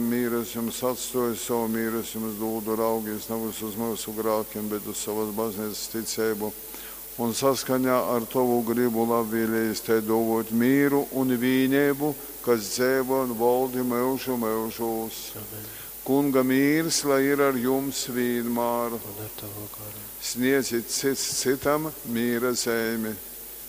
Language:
Latgalian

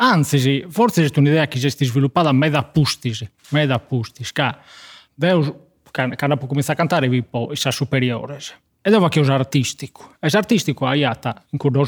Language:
Sardinian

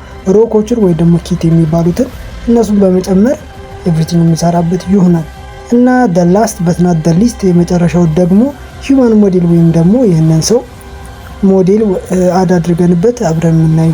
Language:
Amharic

